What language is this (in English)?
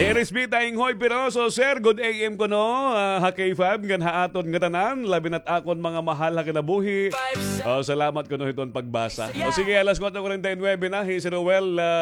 Waray